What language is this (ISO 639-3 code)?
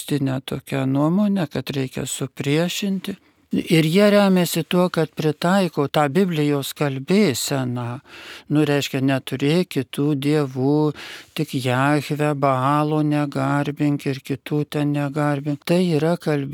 lit